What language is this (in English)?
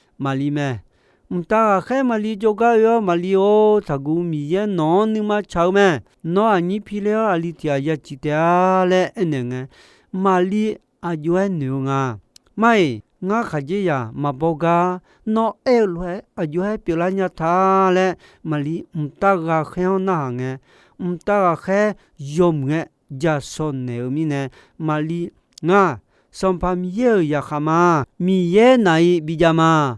Akha